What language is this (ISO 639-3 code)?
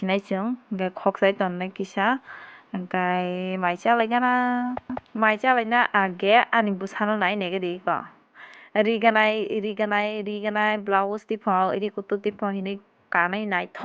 trp